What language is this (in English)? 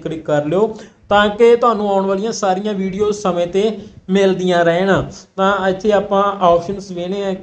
Punjabi